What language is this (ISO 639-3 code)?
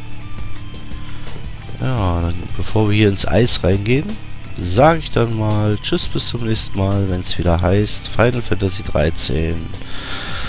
deu